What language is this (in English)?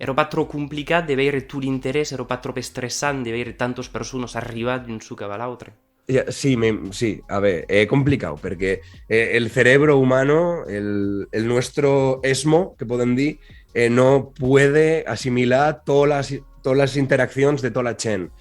Occitan